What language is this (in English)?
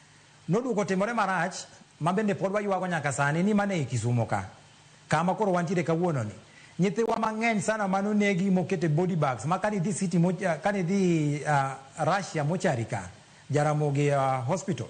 Luo (Kenya and Tanzania)